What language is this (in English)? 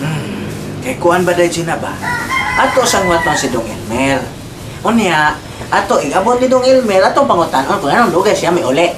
Cebuano